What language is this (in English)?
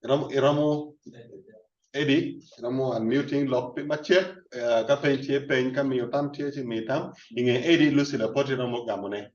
Acoli